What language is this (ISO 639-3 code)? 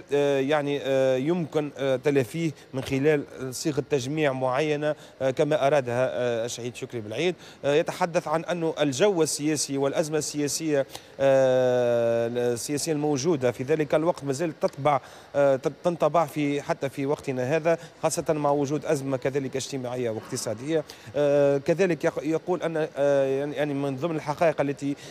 aeb